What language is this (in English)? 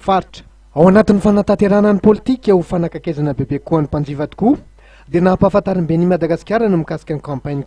Malagasy